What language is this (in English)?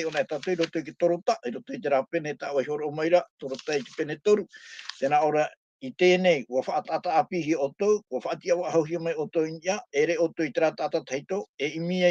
Tahitian